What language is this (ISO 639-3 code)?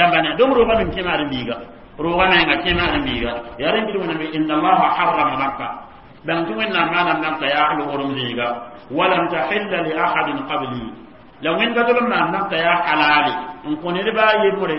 mos